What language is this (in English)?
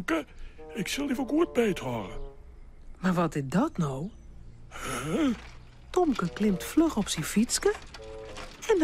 Western Frisian